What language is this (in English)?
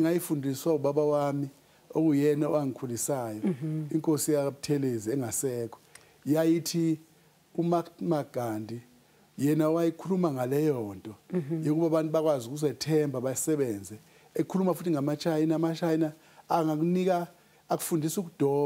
Zulu